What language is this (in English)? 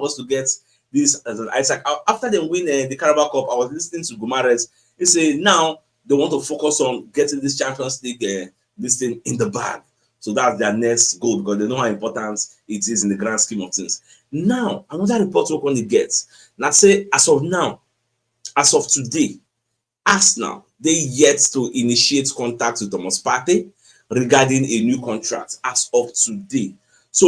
Nigerian Pidgin